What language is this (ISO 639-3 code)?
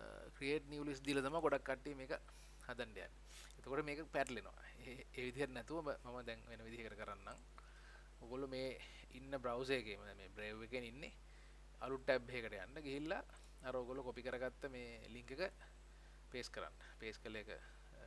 sin